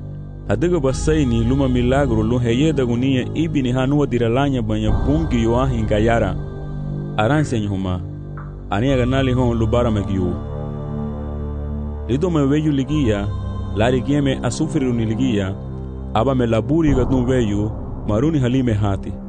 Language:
Garifuna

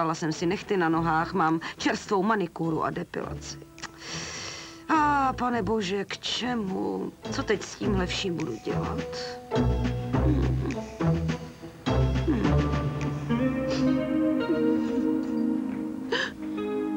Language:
Czech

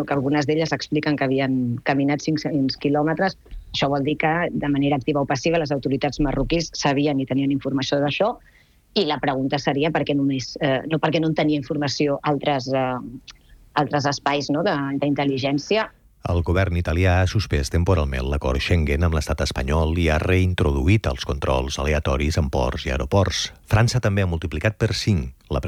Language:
Catalan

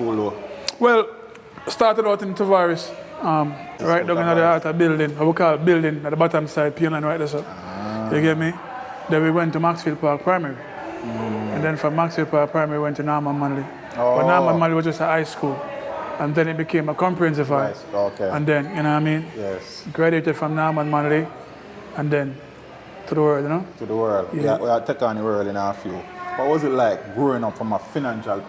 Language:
Jamaican Creole English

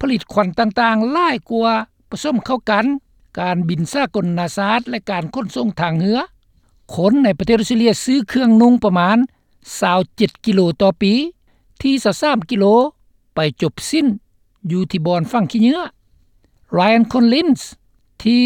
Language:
Lao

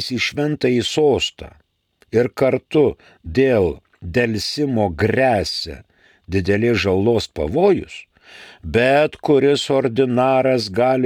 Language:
Lithuanian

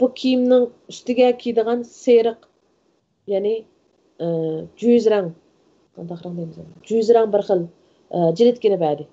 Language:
Uyghur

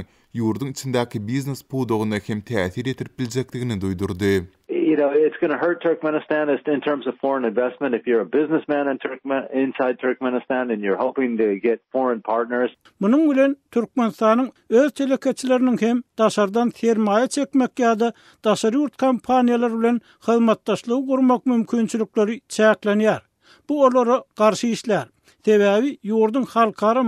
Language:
Turkmen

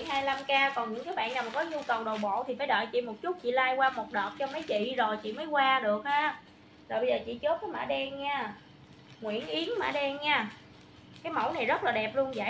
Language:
Vietnamese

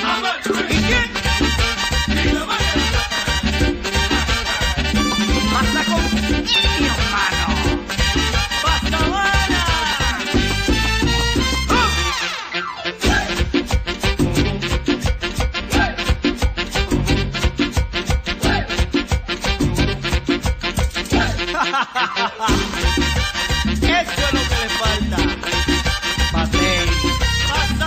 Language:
Spanish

